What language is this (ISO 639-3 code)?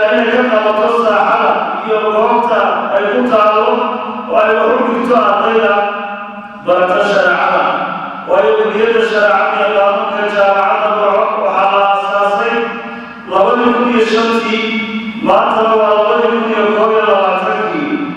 som